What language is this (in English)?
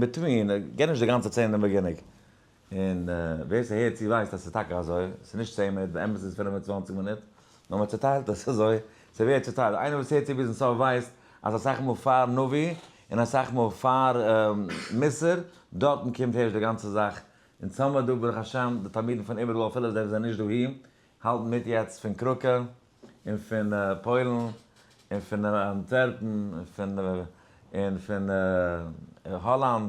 Yiddish